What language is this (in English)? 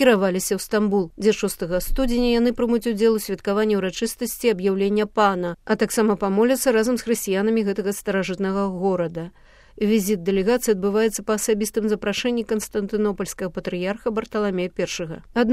Belarusian